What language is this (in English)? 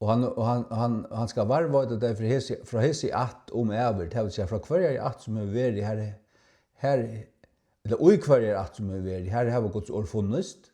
Faroese